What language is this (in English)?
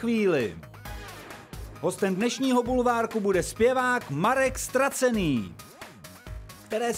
Czech